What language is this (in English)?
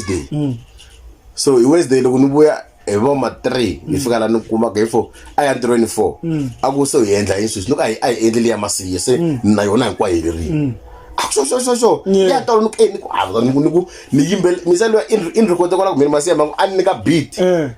Tsonga